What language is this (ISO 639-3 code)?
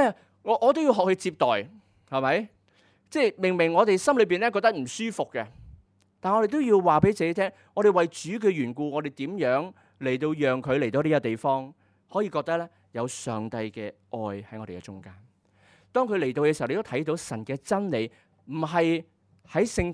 yue